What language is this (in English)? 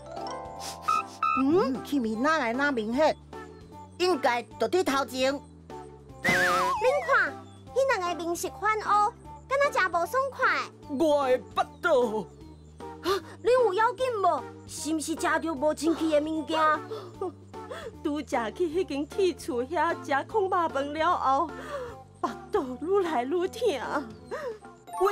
Min Nan Chinese